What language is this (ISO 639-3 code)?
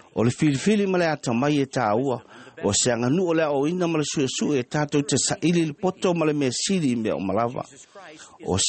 smo